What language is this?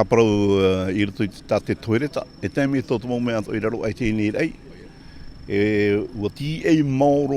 Tahitian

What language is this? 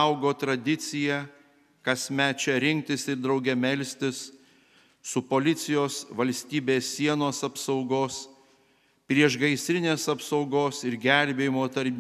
Lithuanian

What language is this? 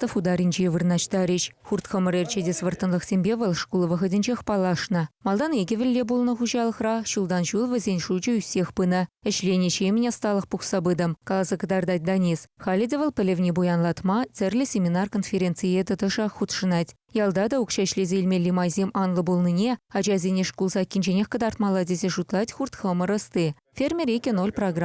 Chuvash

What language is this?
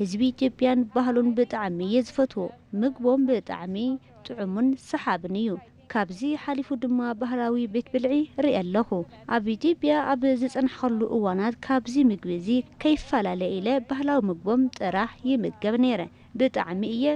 Tigrinya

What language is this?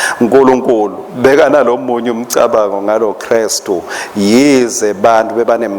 Swati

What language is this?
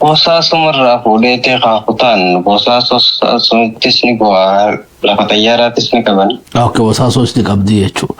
Oromo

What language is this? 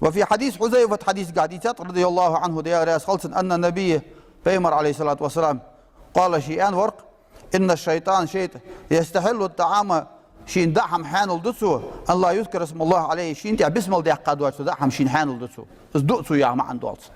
Ingush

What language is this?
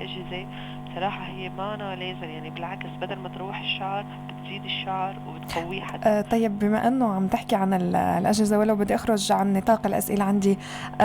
North Levantine Arabic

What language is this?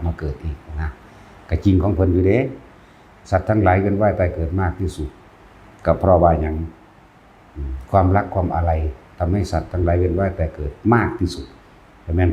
Northeastern Thai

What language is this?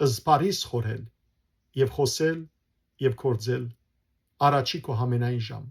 Western Armenian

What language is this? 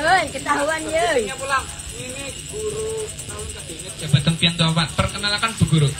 Banjar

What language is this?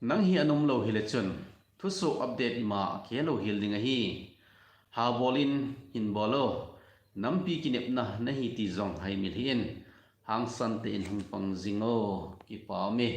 Thado Chin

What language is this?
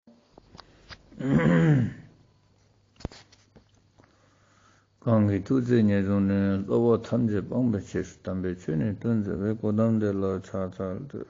Ladakhi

